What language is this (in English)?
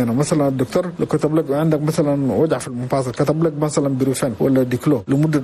Chadian Arabic